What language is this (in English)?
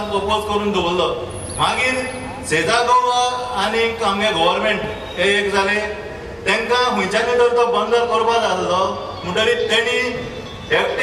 Konkani